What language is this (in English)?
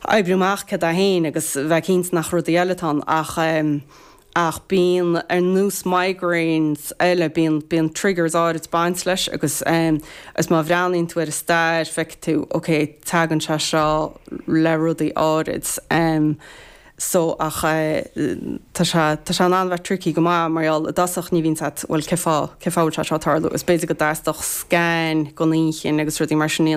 Irish